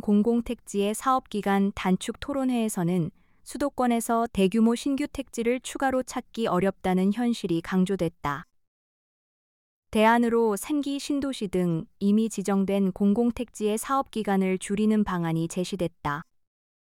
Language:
Korean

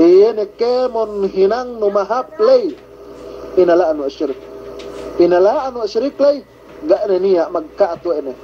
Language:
Yakan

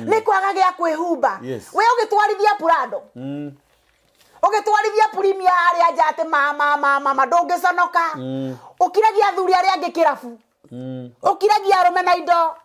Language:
Kikuyu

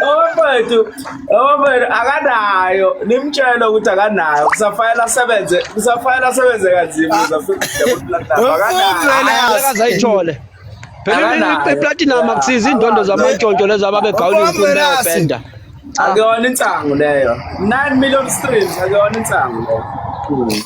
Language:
Zulu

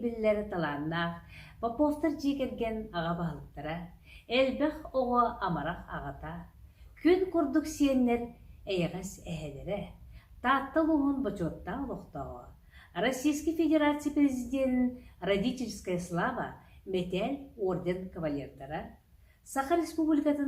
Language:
Yakut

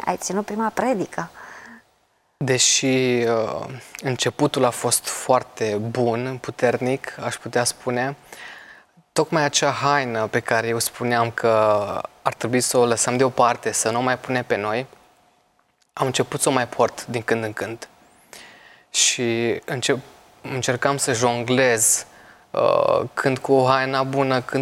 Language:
Romanian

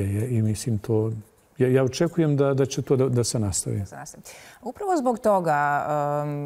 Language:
Croatian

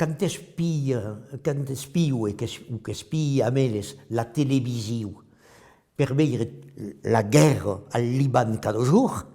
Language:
Occitan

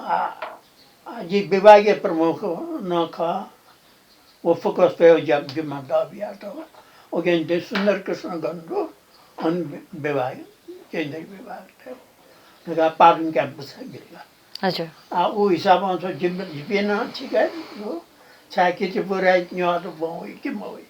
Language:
Newari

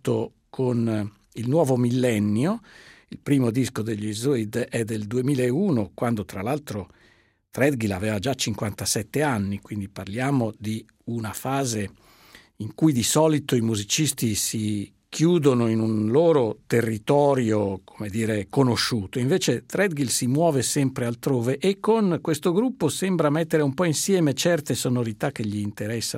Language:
Italian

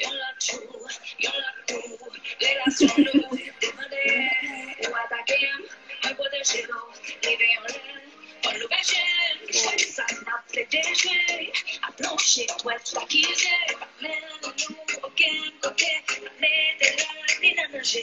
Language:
Haitian Creole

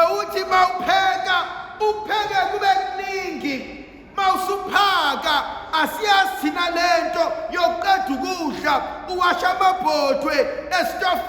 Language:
Zulu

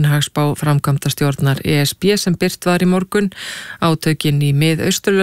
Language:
Icelandic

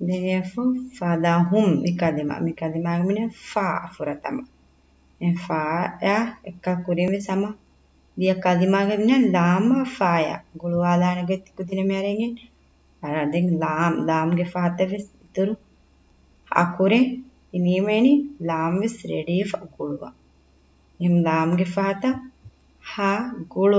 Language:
Divehi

